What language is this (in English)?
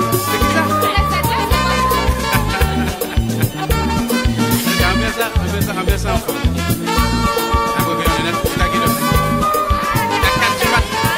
Haitian Creole